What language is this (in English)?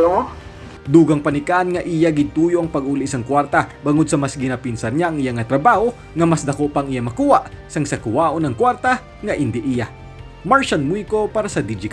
Hiligaynon